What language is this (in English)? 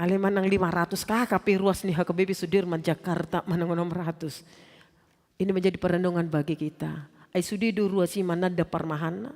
Batak Toba